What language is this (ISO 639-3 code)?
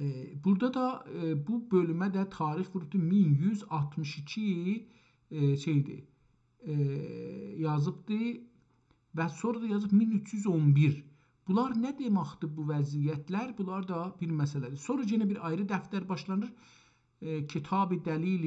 azb